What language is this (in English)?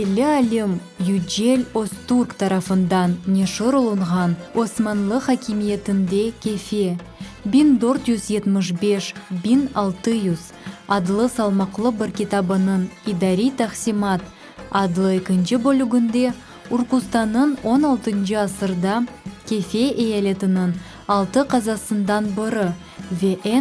Crimean Tatar